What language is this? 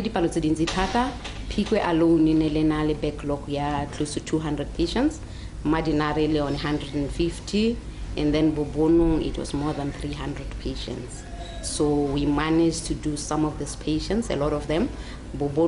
Tswana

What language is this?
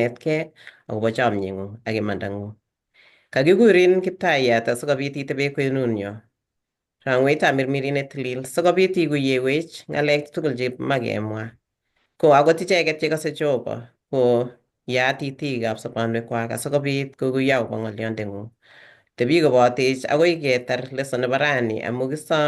Kalenjin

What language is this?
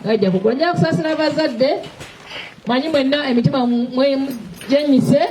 Ganda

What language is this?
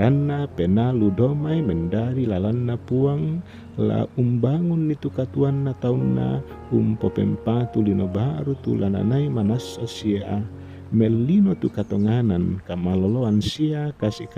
Toraja-Sa'dan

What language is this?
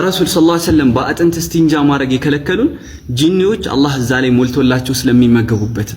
Amharic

